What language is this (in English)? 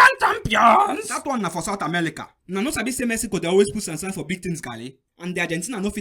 Nigerian Pidgin